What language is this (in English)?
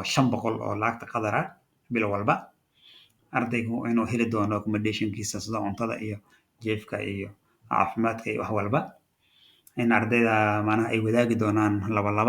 Somali